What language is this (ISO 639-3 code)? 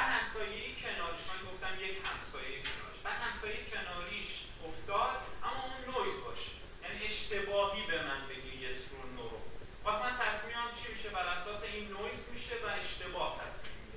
fas